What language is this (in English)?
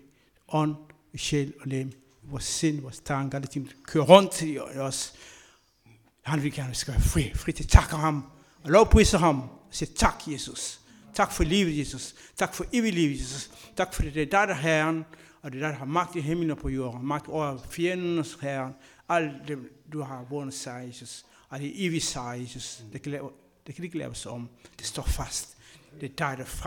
Danish